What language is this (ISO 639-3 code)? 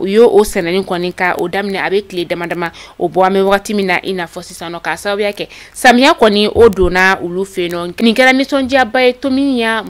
bam